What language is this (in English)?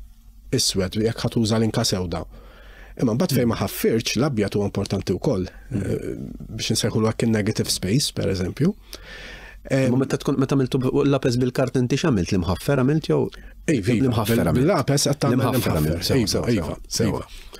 Maltese